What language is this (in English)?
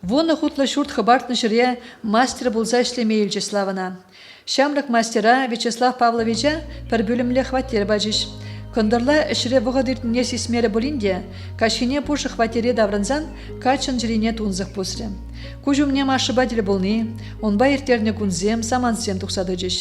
Chuvash